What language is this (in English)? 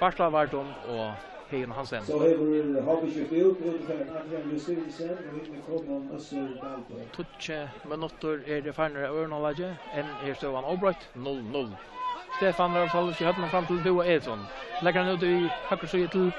Faroese